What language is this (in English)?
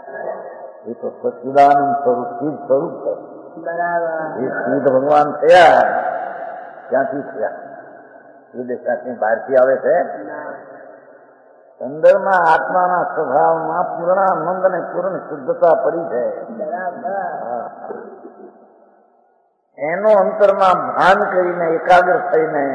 Gujarati